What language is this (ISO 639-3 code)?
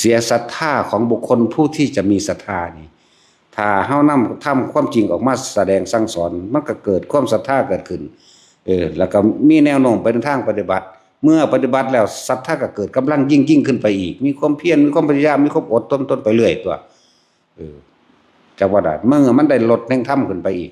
tts